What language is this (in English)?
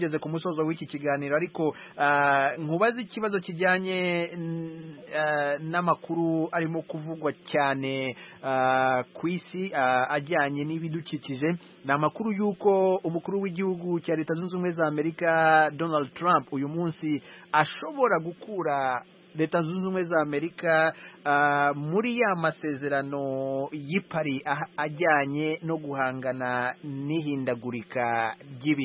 Kinyarwanda